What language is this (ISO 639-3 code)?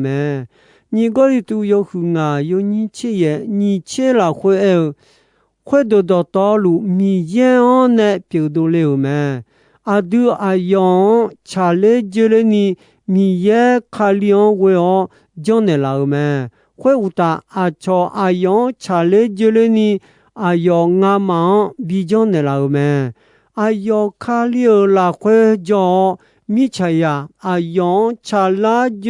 ahk